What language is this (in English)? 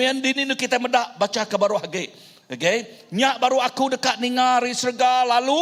Iban